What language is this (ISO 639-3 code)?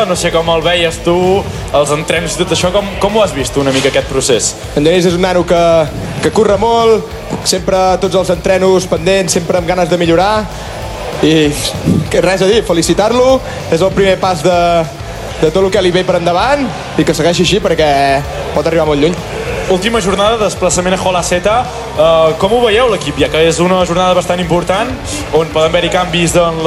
cat